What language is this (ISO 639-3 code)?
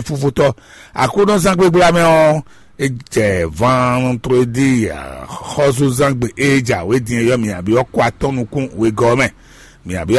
fon